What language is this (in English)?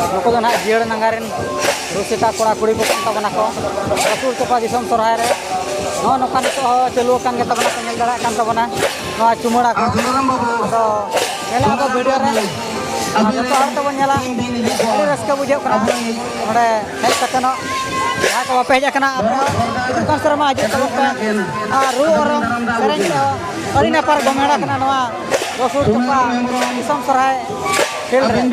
Santali